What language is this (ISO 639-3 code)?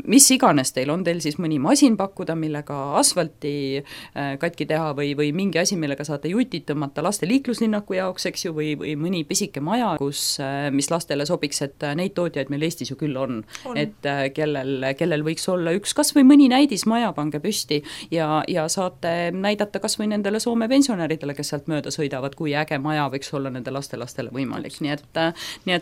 est